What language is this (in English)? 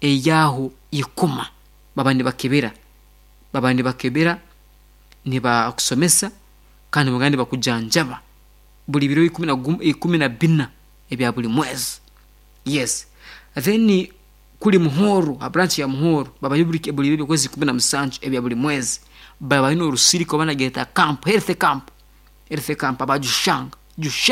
Nyankole